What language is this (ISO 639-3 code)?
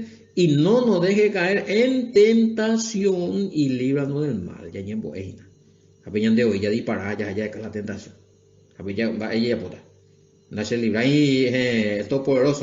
grn